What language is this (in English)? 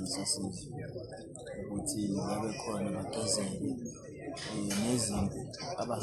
Zulu